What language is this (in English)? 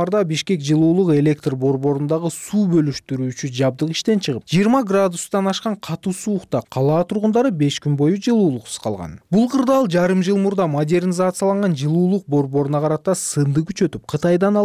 Kyrgyz